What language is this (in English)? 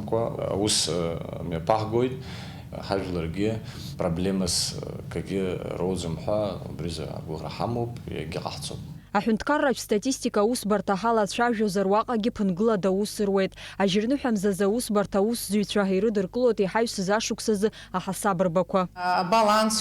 Abkhazian